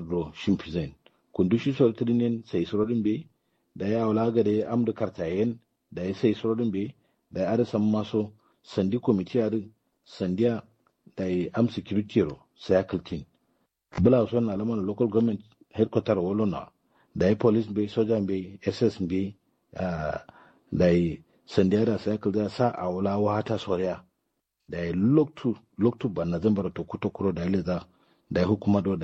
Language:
Kanuri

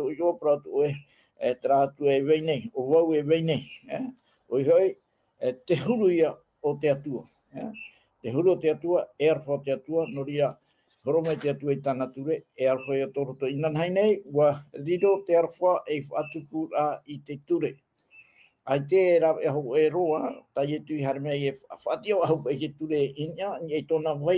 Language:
Tahitian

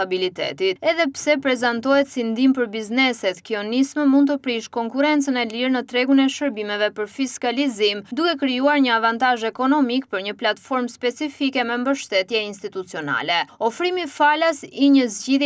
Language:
Albanian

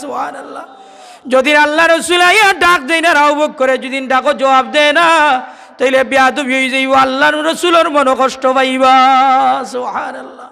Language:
Sylheti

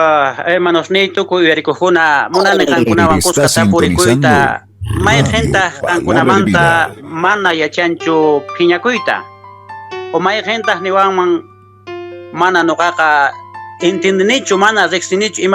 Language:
Quechua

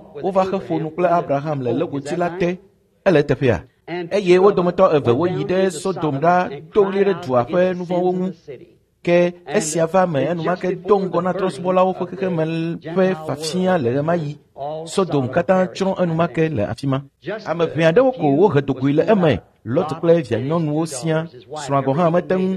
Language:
Ewe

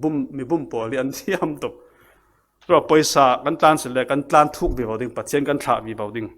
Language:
Falam Chin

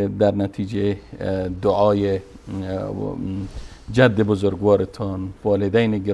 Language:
Persian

